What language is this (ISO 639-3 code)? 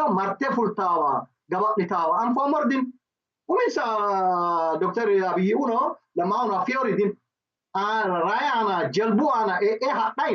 sid